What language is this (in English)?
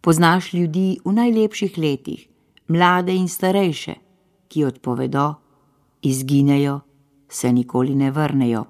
Slovenian